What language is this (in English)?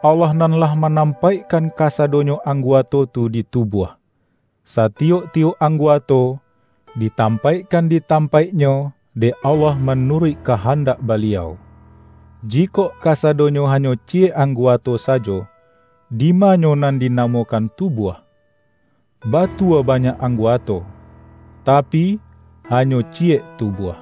Minangkabau